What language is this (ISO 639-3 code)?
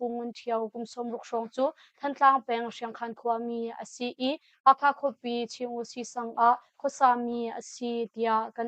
cnh